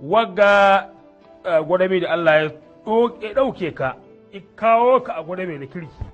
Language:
Hausa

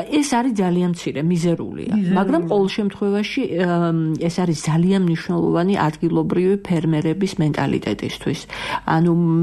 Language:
Georgian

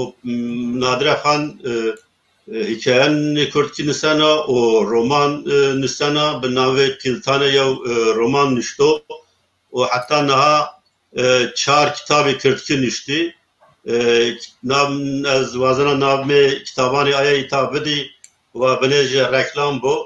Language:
Zaza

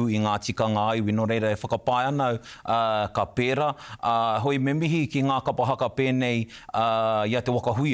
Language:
Māori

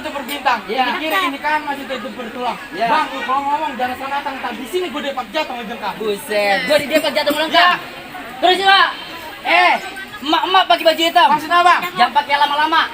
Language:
Betawi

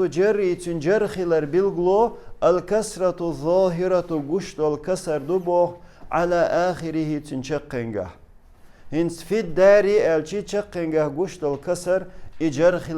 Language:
Chechen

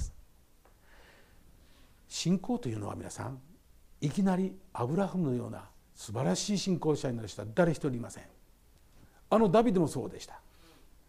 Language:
Japanese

